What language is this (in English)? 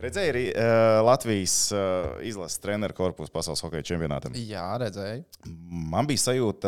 Latvian